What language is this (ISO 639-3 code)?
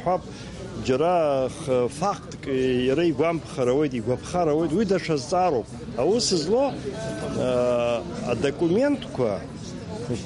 abk